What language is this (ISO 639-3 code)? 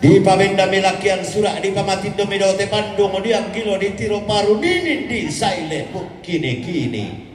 sda